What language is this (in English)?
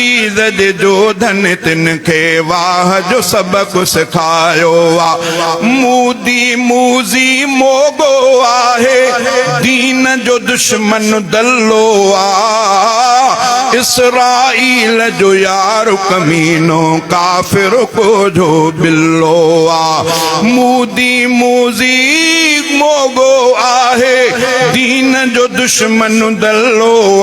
Sindhi